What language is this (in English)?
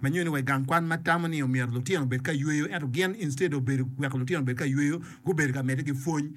Acoli